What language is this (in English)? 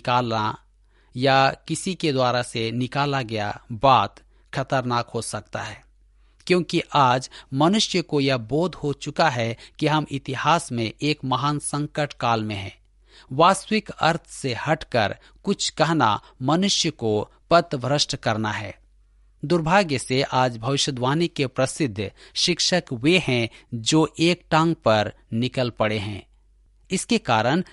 Hindi